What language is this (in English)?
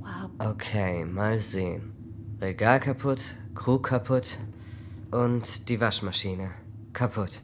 Swiss German